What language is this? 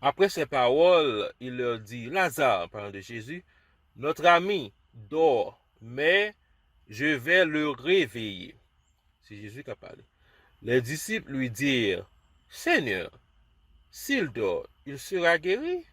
Haitian Creole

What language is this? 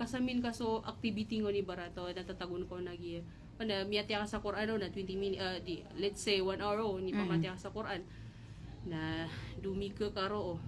Maranao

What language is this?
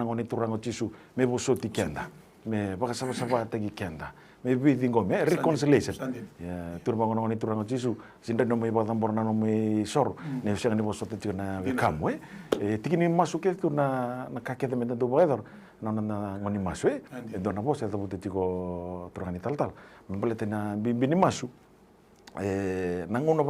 Fijian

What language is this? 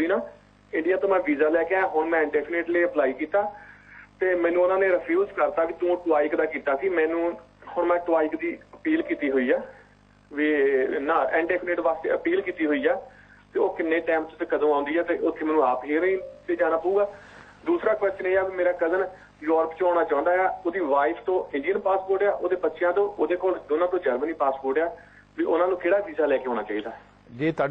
Punjabi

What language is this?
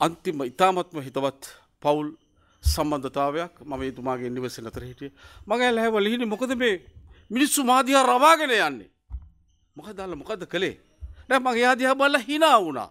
Sinhala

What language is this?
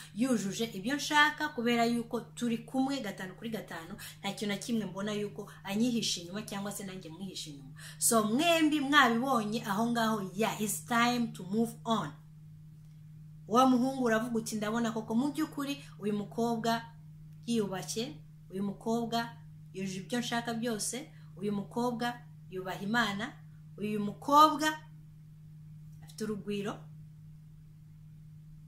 Kinyarwanda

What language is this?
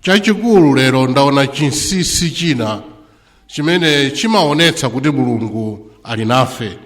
Nyanja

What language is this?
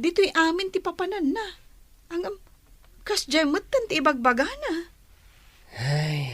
Iloko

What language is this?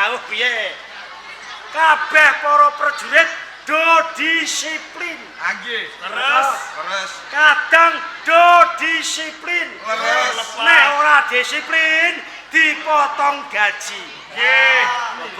Javanese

